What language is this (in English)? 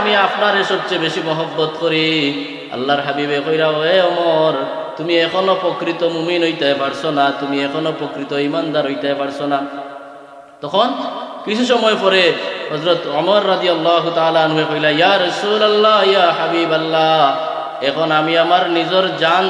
Sylheti